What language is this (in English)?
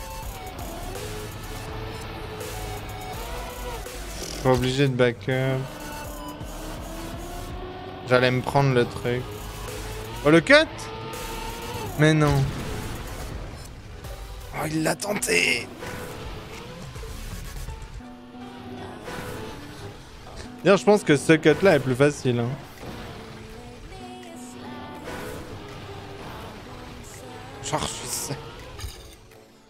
French